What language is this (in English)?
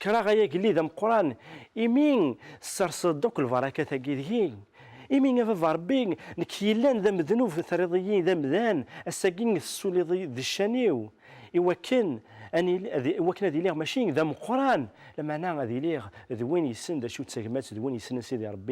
Kabyle